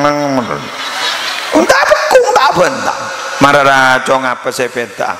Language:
Madurese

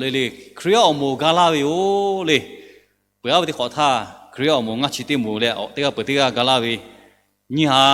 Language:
Lahu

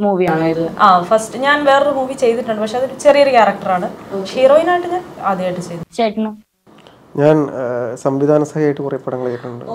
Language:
Malayalam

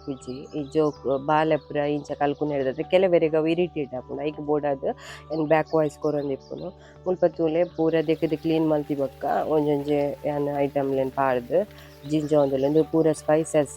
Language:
Tulu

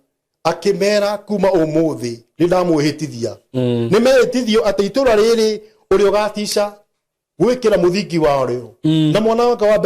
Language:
Kikuyu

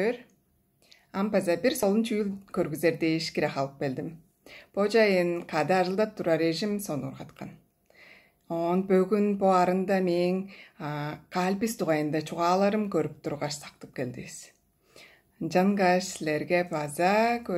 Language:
Tuvinian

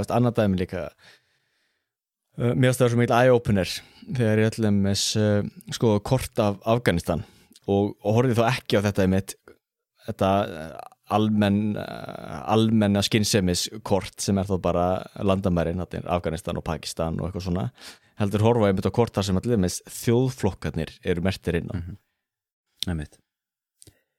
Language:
Icelandic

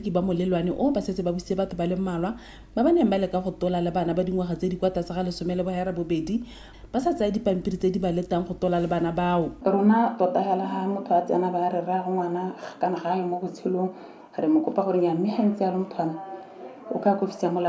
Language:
Tswana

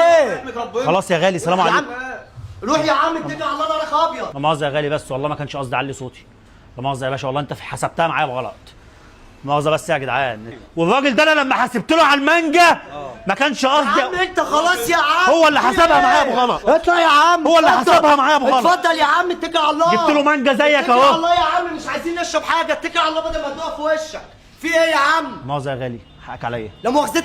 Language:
Egyptian Arabic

